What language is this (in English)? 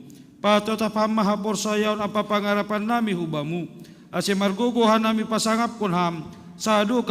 Batak Simalungun